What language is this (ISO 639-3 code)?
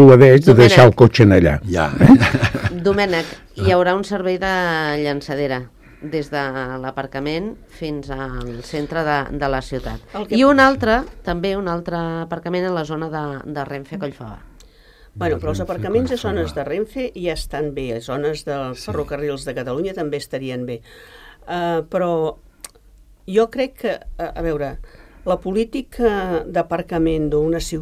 cat